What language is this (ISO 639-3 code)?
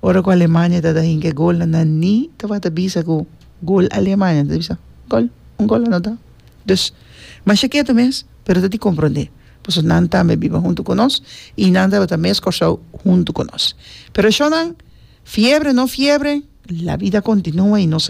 pap